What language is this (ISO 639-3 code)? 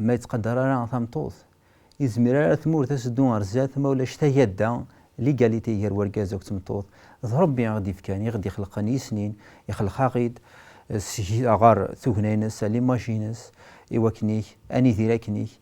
kab